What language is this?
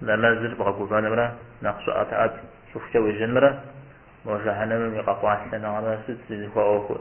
Kabardian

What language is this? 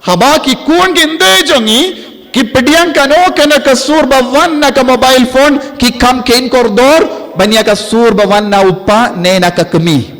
Khasi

